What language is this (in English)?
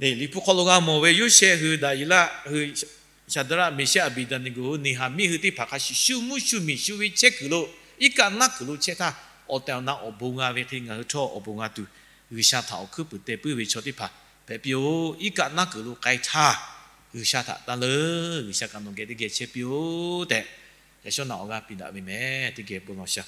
Lahu